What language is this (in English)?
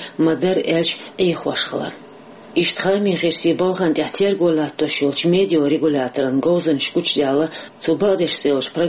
Chechen